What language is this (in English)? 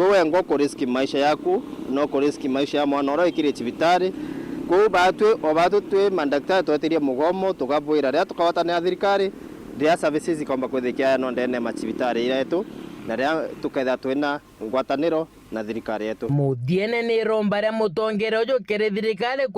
Meru